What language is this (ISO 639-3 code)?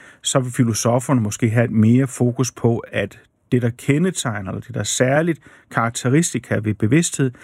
dan